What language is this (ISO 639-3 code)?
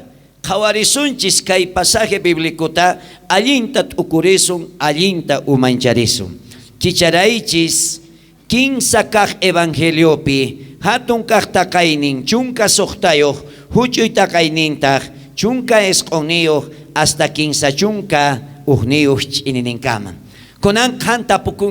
quh